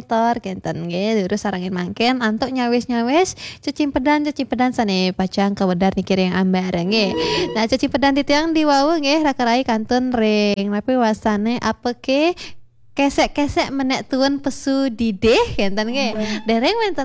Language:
Balinese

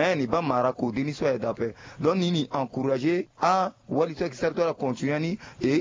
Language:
Sango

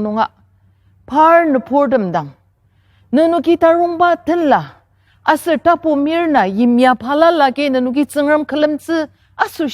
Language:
Ao Naga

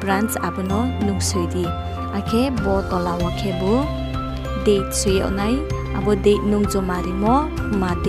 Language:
Riang (India)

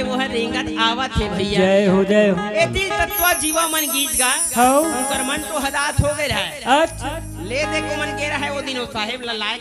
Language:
Chhattisgarhi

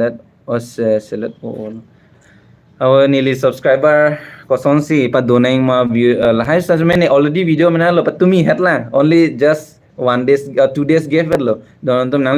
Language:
Karbi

